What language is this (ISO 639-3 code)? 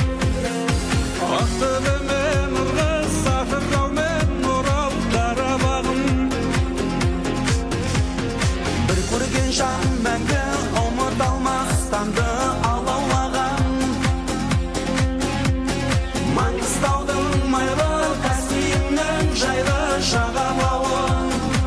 kaz